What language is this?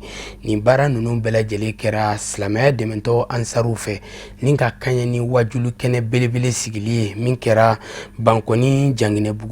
Bambara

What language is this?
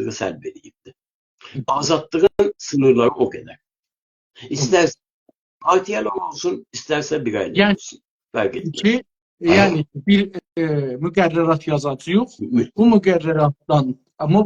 South Azerbaijani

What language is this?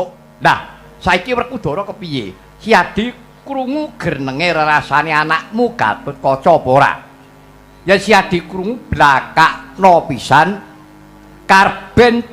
Javanese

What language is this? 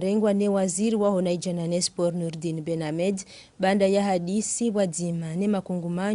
Ngazidja Comorian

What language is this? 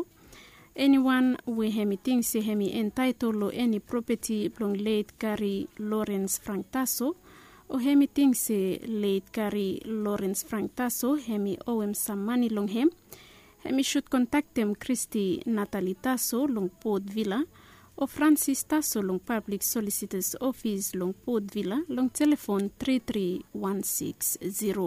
Bislama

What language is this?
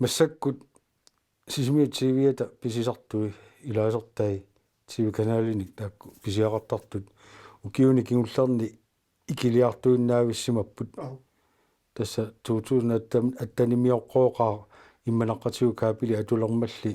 Kalaallisut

